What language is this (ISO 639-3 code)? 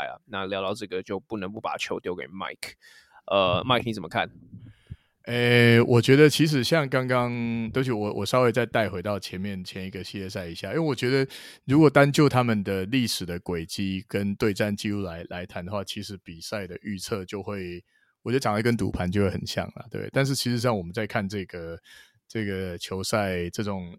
zho